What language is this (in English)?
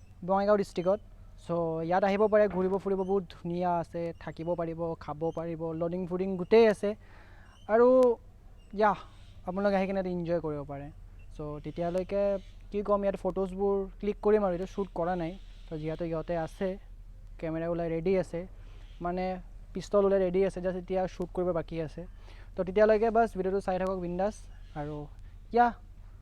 Assamese